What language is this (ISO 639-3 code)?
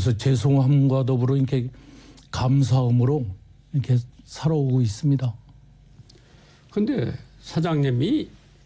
kor